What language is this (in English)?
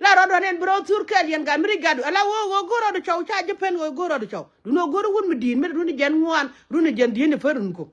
Nuer